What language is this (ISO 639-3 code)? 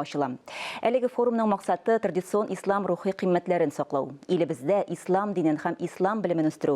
tat